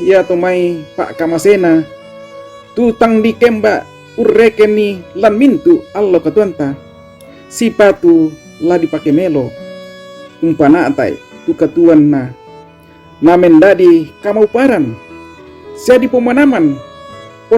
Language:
Toraja-Sa'dan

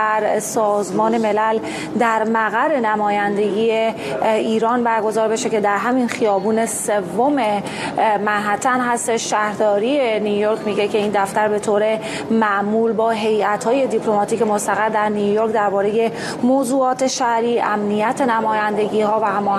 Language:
Persian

